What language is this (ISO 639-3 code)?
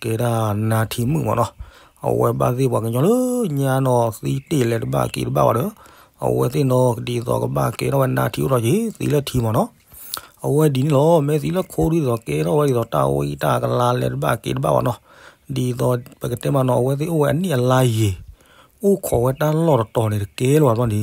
ksw